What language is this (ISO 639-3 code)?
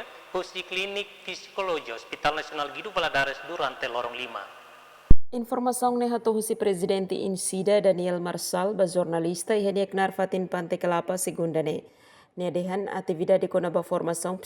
tet